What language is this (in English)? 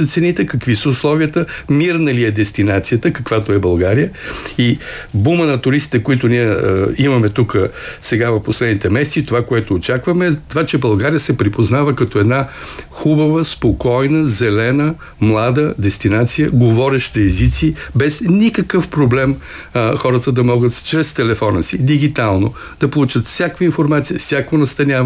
Bulgarian